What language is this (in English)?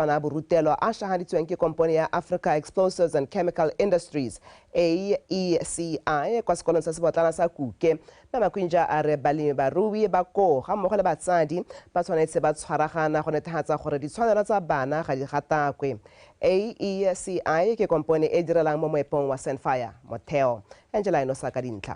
Tswana